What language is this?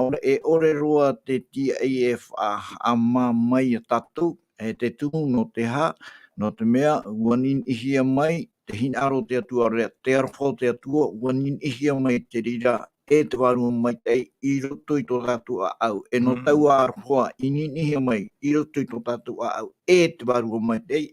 Tahitian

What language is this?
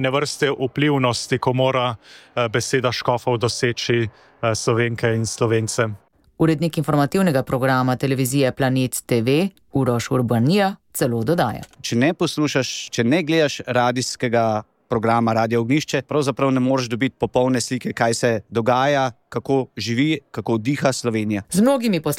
Slovenian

